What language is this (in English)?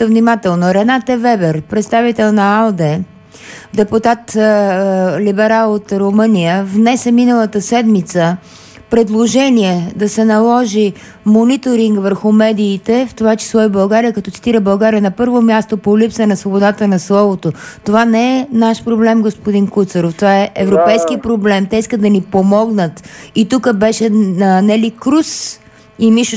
Bulgarian